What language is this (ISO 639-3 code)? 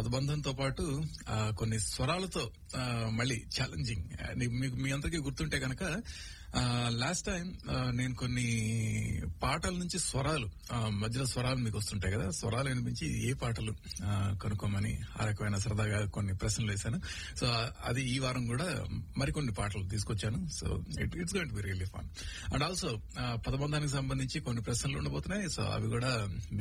tel